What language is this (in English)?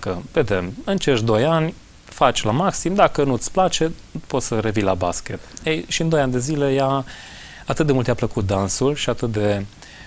Romanian